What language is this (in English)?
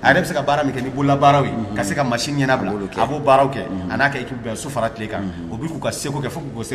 Bambara